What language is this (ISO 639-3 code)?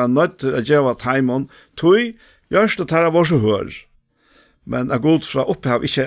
fao